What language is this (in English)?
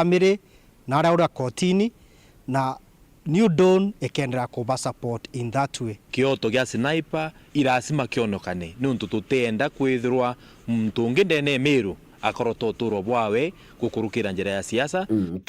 Meru